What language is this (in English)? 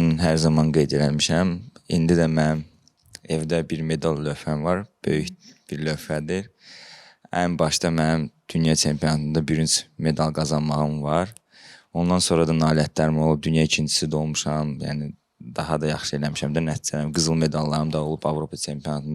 Azerbaijani